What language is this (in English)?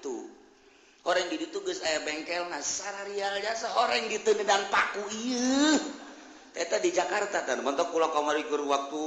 Sundanese